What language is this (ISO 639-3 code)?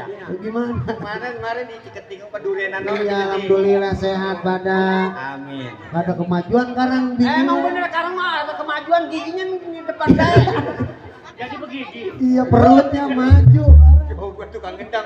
bew